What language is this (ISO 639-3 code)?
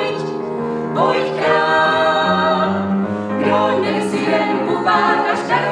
ces